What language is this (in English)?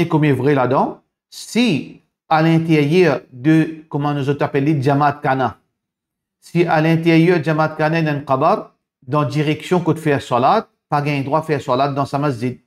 Morisyen